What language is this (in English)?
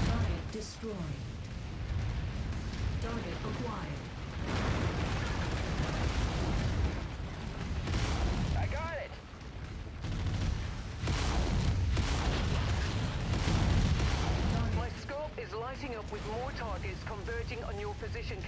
English